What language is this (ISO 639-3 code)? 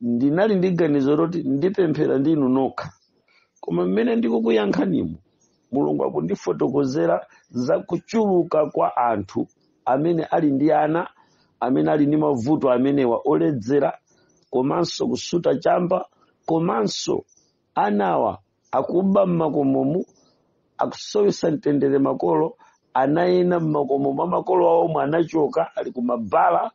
nya